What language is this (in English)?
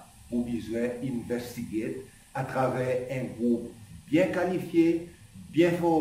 Seselwa Creole French